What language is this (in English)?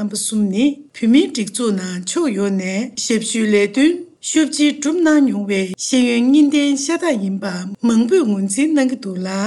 Tibetan